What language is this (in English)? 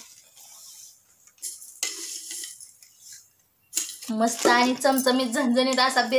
Marathi